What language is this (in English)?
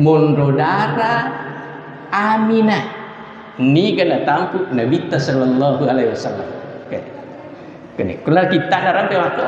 Buginese